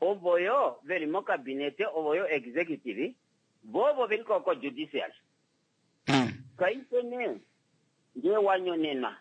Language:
Kuanyama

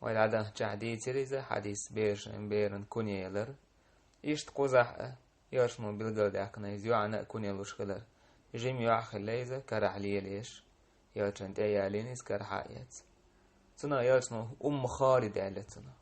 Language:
Chechen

